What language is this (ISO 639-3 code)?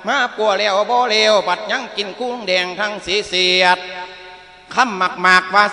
lao